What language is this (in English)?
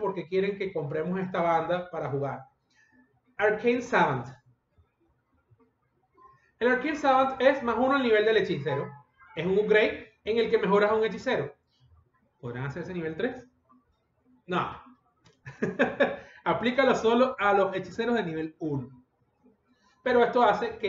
Spanish